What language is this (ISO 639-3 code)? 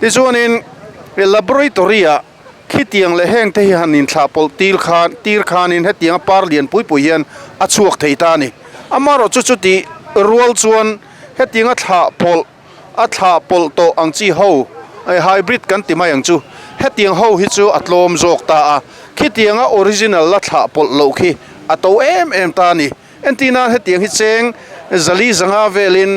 lus